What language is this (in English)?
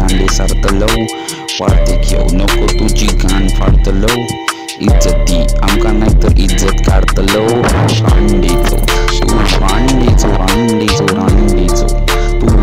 Konkani